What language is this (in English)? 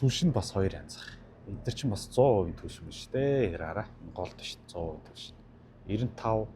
Mongolian